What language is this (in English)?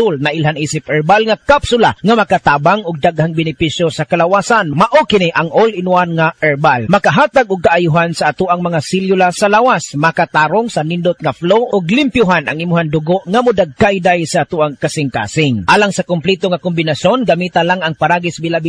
Cebuano